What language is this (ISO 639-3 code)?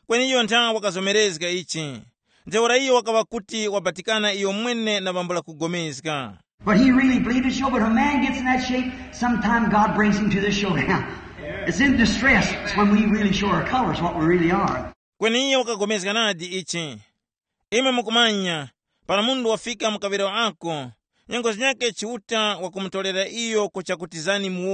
tum